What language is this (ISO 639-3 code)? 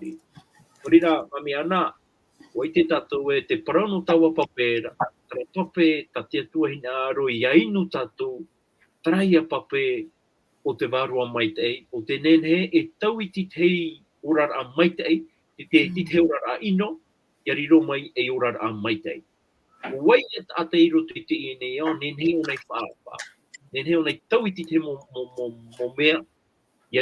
tah